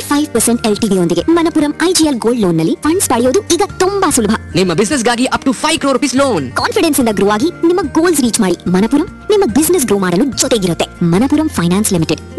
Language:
Kannada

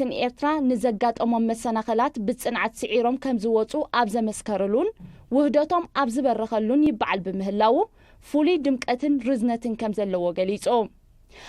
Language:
Tigrinya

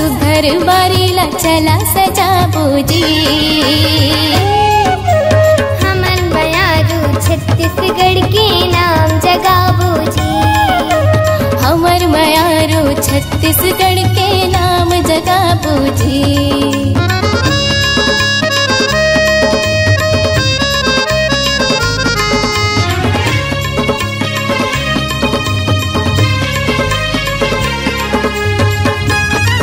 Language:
Chhattisgarhi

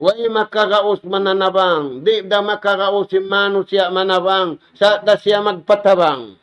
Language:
Tausug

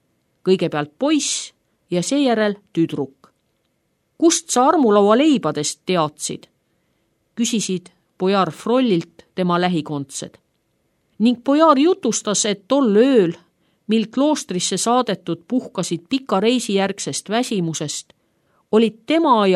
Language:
Estonian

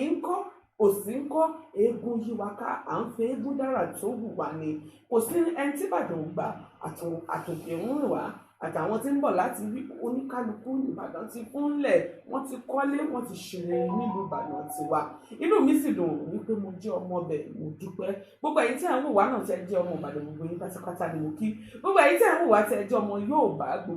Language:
Yoruba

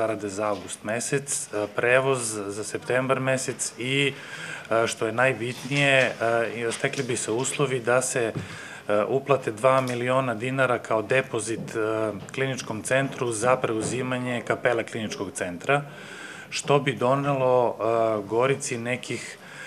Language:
Serbian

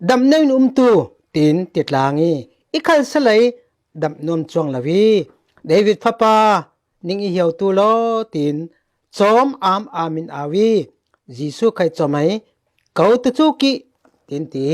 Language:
Falam Chin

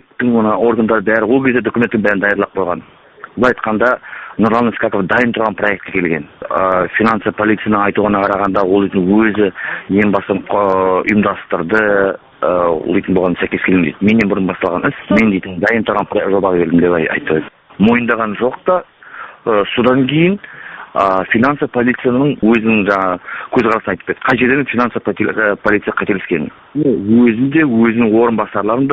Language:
Kazakh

